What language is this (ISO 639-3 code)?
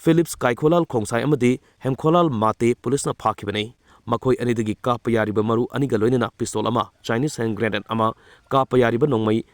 mni